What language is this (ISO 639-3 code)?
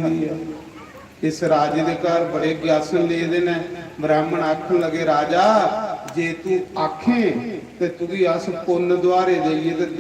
doi